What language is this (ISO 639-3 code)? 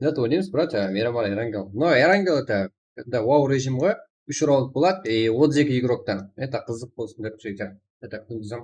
kaa